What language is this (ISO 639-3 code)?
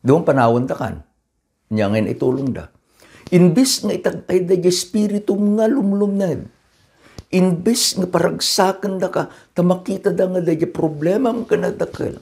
ilo